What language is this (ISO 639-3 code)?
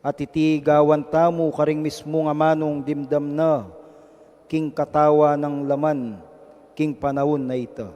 pam